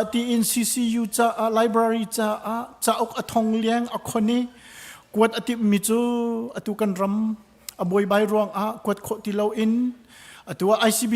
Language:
Hakha Chin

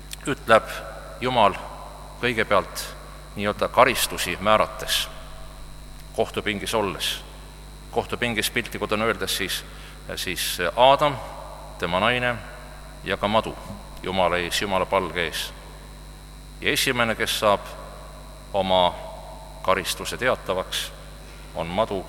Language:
Estonian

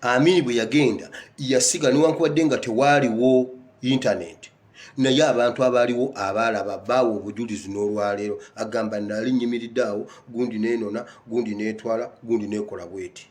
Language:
Ganda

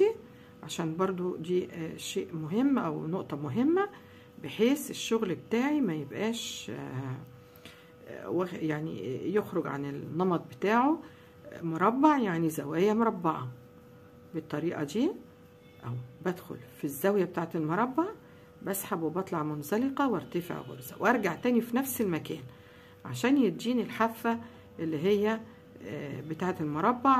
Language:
Egyptian Arabic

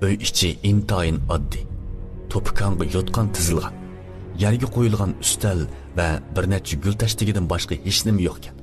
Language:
Uyghur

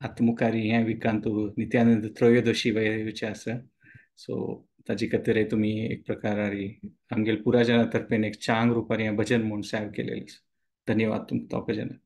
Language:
Konkani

